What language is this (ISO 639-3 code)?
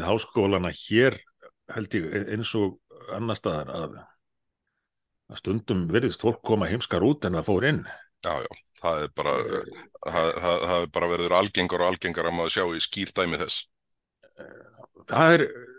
isl